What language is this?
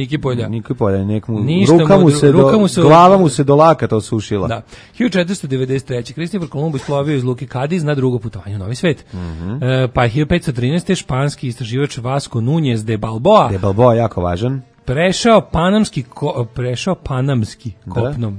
Serbian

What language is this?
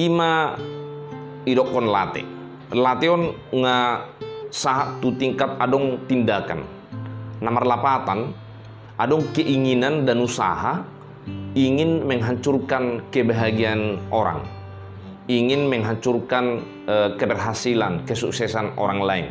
Batak Toba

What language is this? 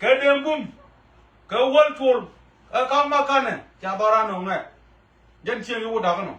Nuer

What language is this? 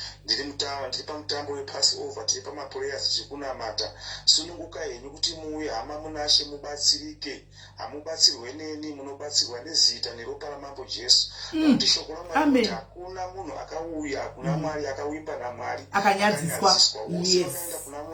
Shona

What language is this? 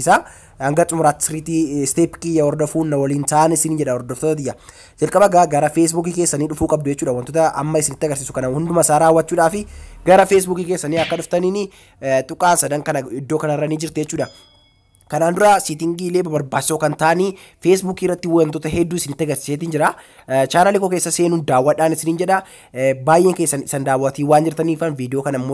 Oromo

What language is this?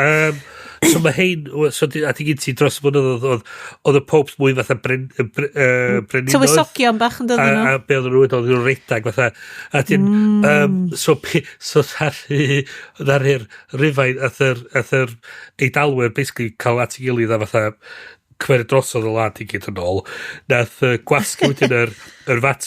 Welsh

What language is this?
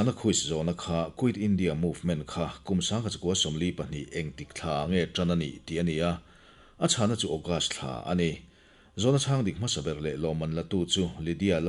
Mizo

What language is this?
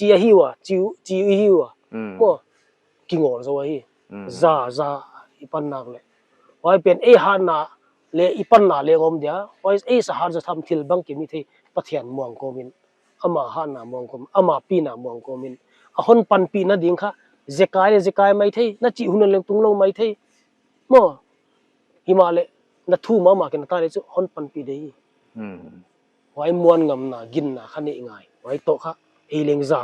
Paite Chin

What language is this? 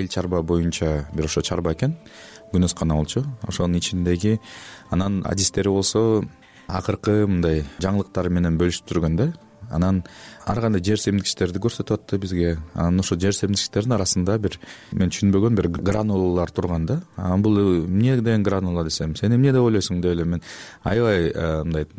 Kyrgyz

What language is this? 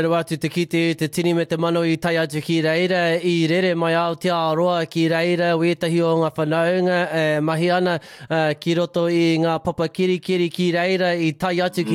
Māori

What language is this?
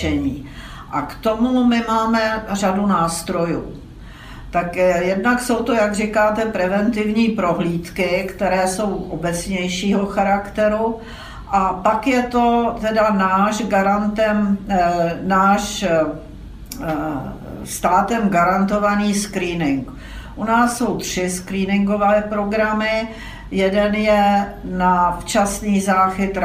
Czech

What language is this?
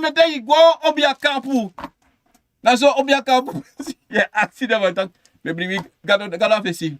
Sranan Tongo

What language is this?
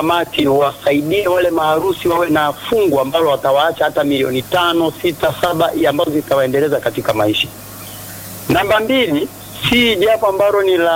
Swahili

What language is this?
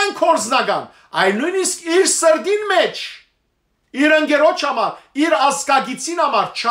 Western Armenian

